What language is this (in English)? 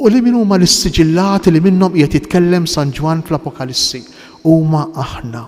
Maltese